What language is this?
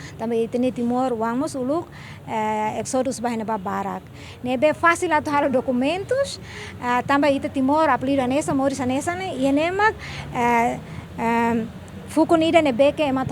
Tetum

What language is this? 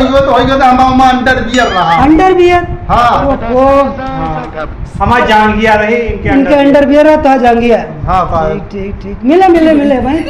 Awadhi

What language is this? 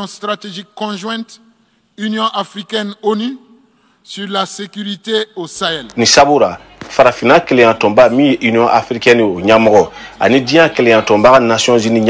Bambara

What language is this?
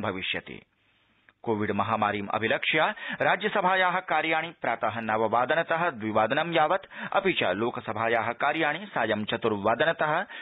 Sanskrit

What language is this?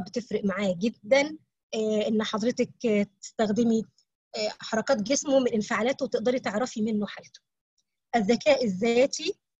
Egyptian Arabic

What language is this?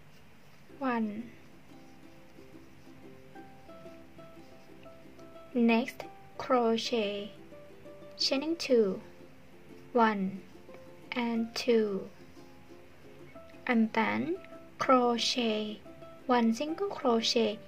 English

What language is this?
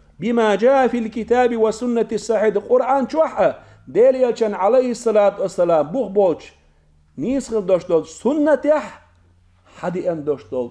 Chechen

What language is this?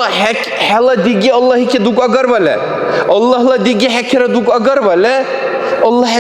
Dargwa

